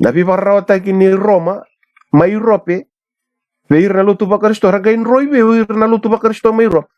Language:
Fijian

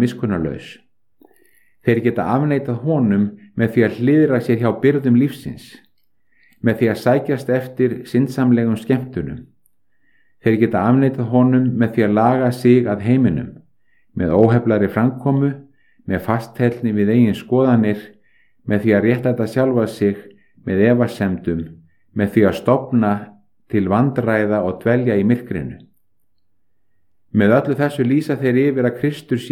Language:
Icelandic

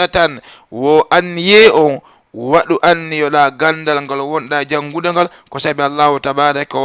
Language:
Fula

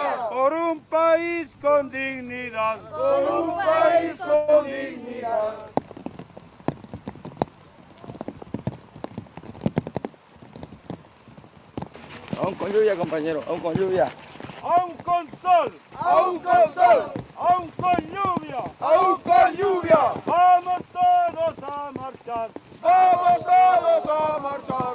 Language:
Spanish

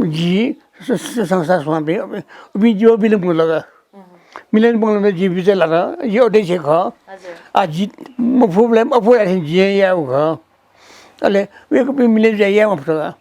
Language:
Newari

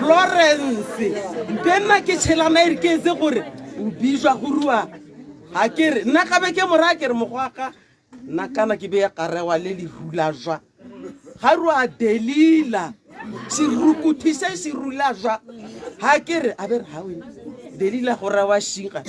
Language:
Tswana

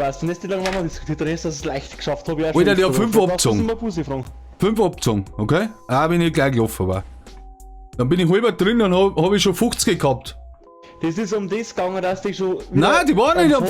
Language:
Bavarian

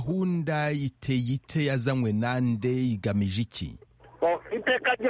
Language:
Kinyarwanda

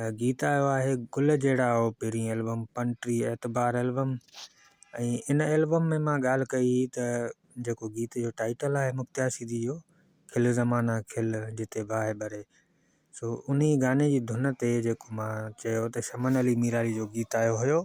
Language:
Sindhi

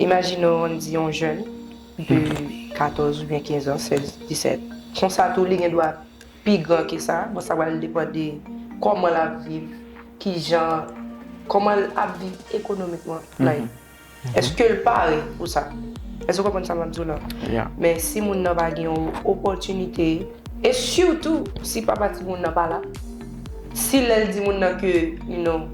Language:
Haitian Creole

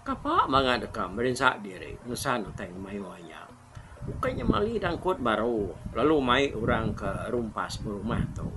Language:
Iban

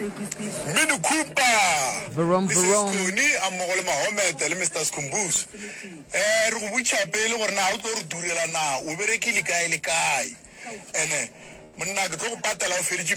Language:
Northern Sotho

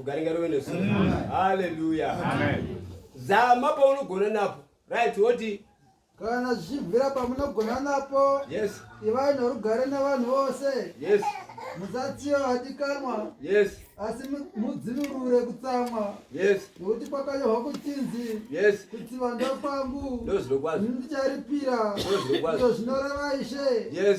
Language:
Shona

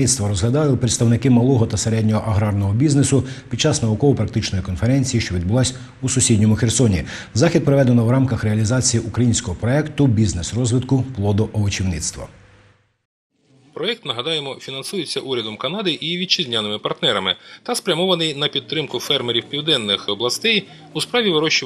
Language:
Ukrainian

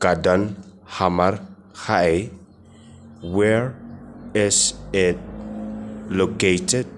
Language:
Khasi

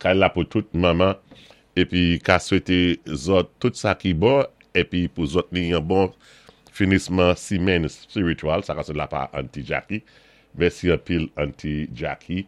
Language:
Saint Lucian Creole French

